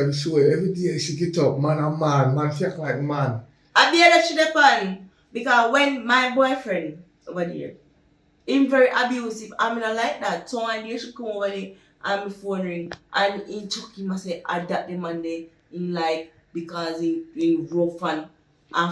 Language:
Jamaican Creole English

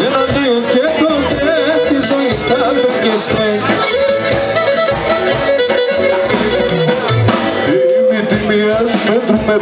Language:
Greek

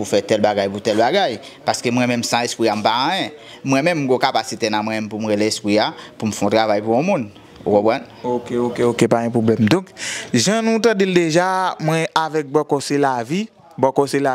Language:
Haitian Creole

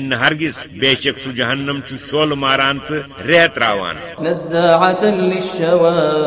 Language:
Kashmiri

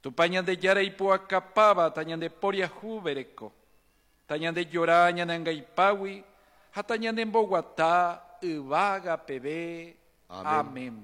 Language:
Guarani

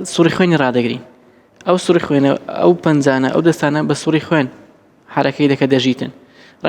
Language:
Central Kurdish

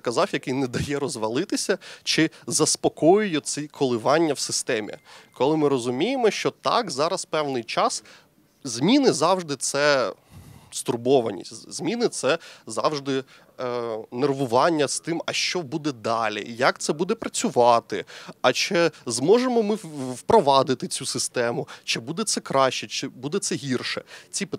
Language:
Ukrainian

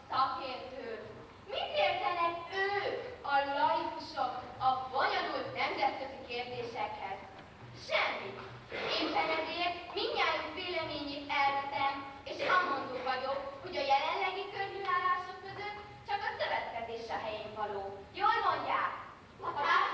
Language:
Hungarian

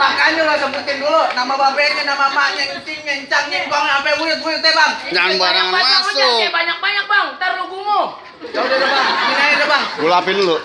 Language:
Betawi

